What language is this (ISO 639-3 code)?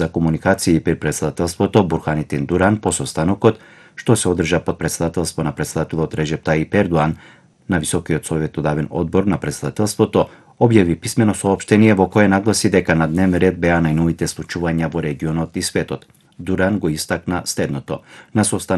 mkd